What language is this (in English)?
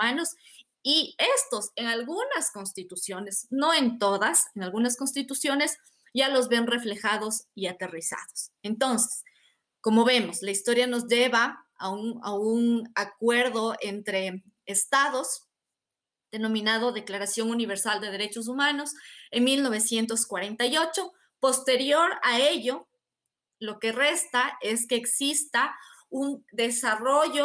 Spanish